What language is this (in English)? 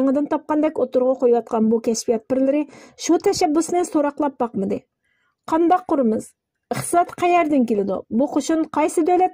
Uyghur